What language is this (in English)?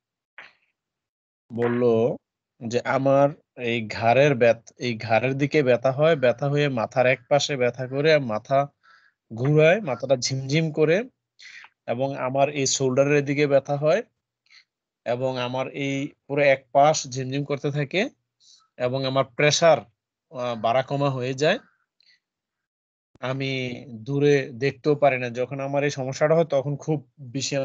Bangla